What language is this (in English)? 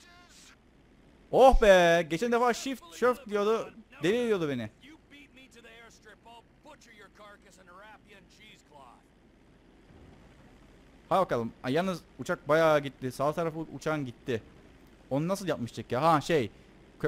Turkish